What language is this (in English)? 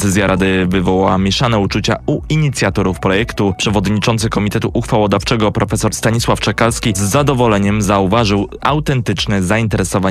Polish